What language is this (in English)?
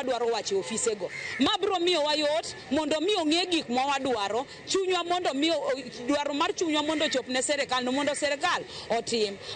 Luo (Kenya and Tanzania)